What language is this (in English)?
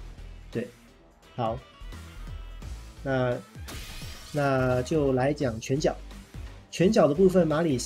Chinese